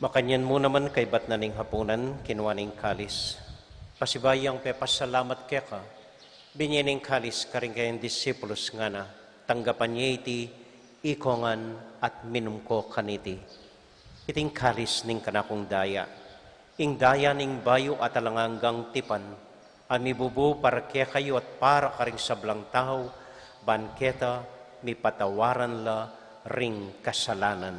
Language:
Pampanga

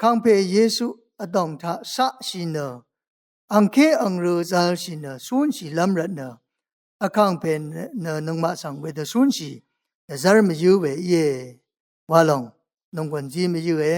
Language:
Rawang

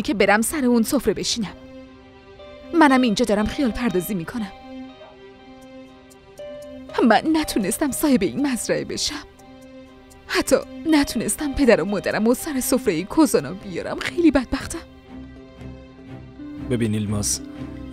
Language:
Persian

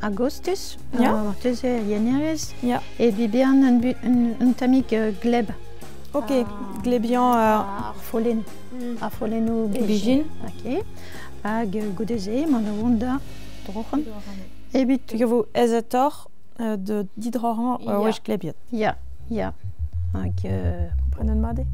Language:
Breton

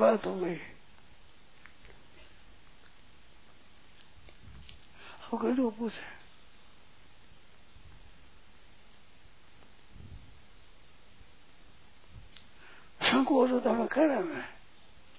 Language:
Hindi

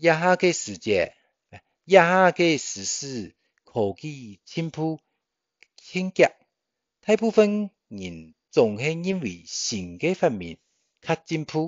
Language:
Hakka Chinese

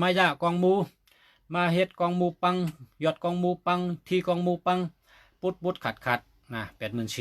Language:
Shan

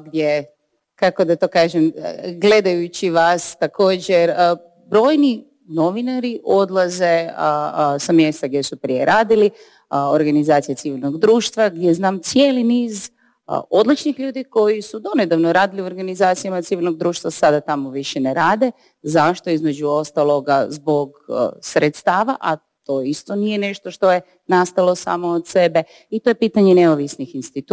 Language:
Croatian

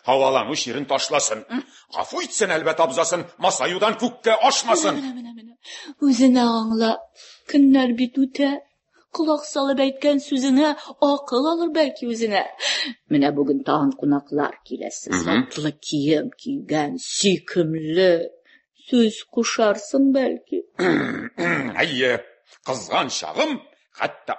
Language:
Tatar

